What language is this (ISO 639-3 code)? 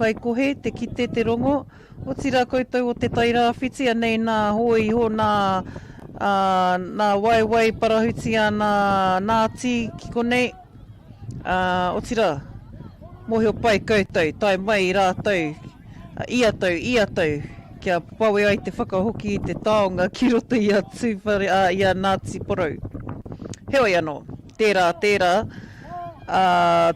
mri